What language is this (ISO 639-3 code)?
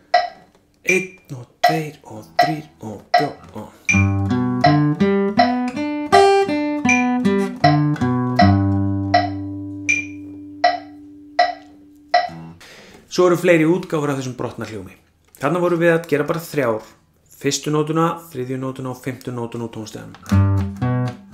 isl